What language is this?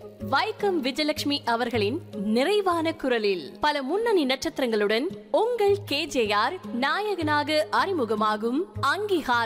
Tamil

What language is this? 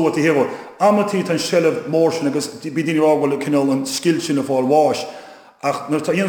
Irish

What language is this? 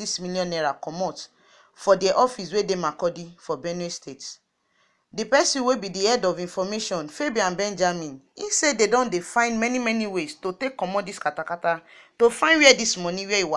Nigerian Pidgin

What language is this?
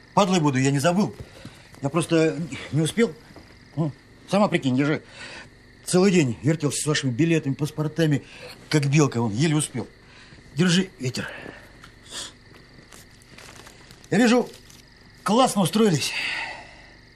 Russian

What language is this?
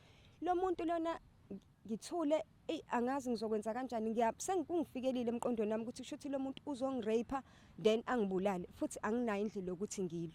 Zulu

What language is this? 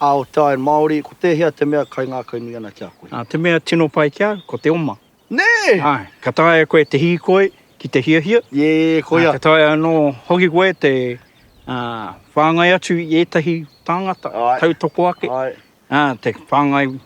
Māori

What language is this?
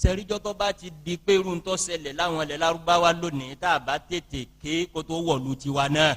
Yoruba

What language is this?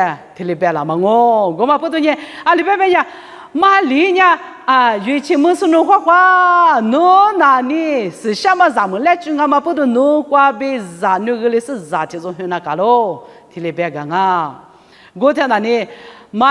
Lisu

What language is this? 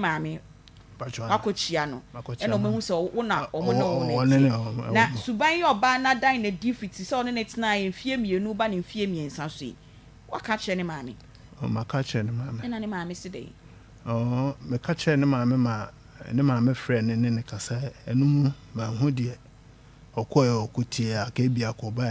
Akan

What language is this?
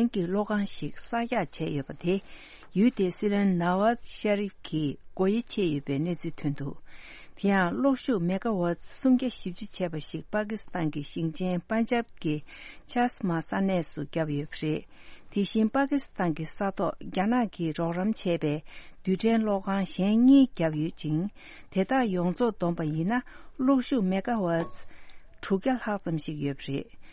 Tibetan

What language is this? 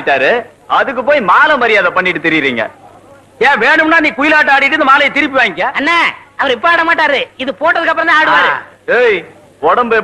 Tamil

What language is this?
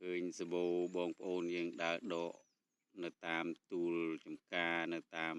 Khmer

